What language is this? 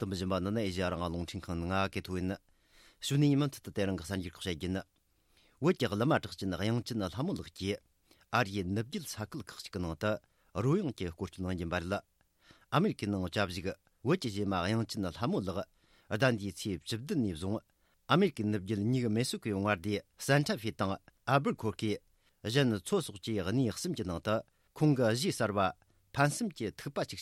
Tibetan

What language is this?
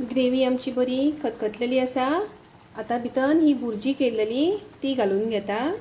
Konkani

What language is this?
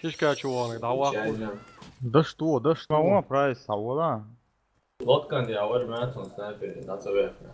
Chechen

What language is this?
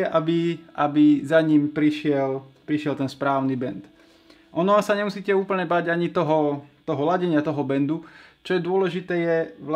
Slovak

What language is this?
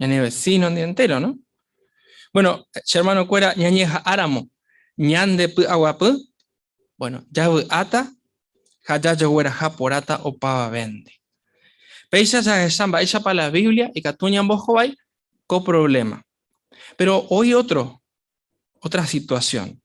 Guarani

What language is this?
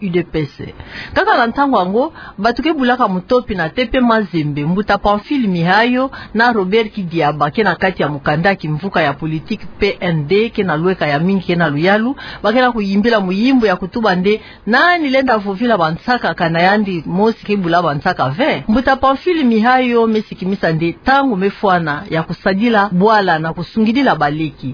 Kituba (Democratic Republic of Congo)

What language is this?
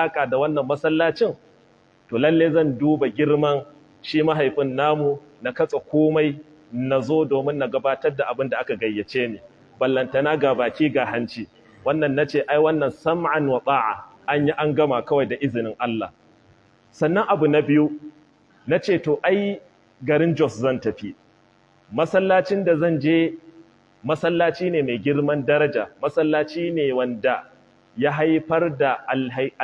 Hausa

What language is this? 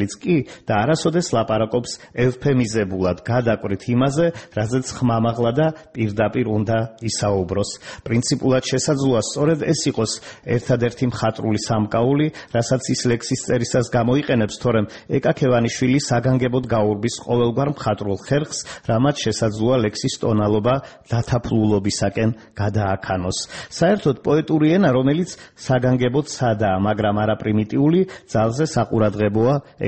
Georgian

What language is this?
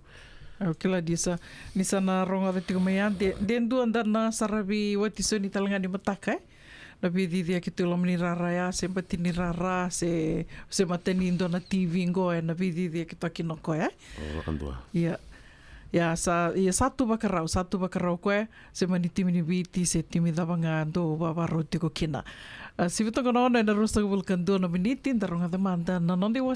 Fijian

